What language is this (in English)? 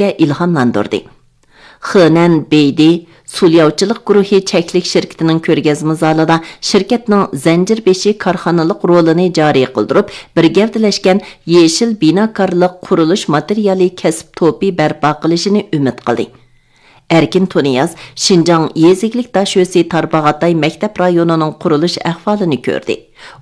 Uyghur